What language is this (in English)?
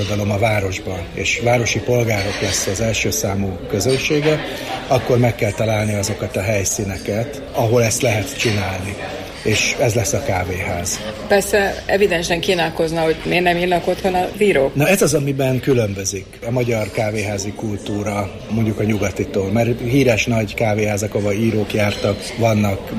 Hungarian